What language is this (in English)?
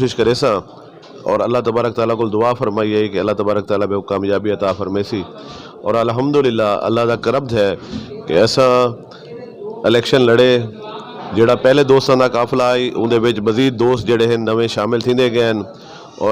Saraiki